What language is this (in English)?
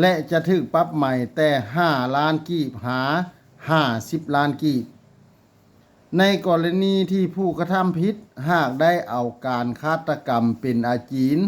Lao